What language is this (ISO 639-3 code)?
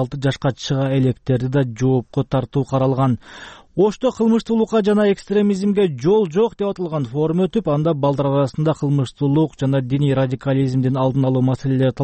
kir